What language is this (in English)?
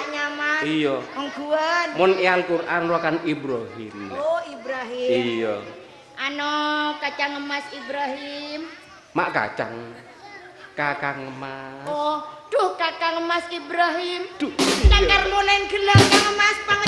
Madurese